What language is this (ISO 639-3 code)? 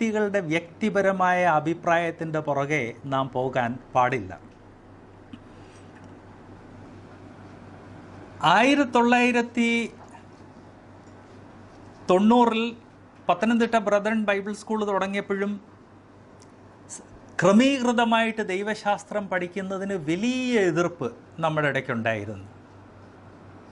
mal